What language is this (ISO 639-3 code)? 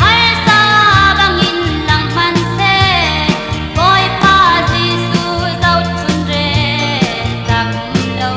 cfm